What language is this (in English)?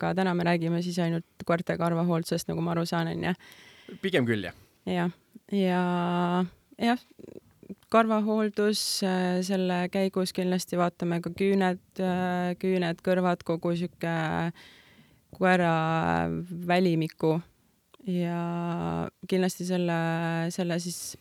Estonian